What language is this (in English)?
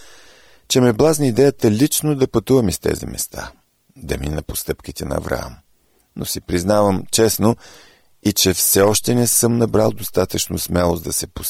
Bulgarian